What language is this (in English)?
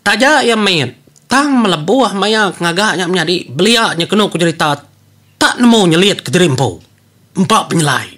Iban